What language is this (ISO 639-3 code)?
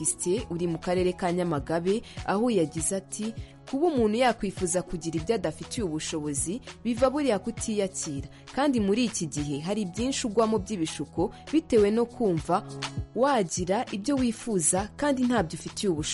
kin